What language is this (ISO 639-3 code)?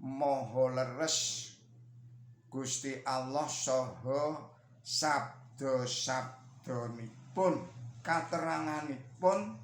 jav